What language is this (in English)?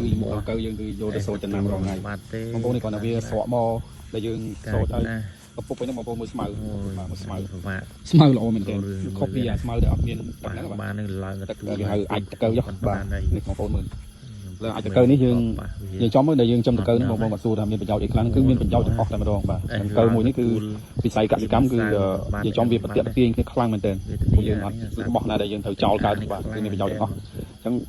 Khmer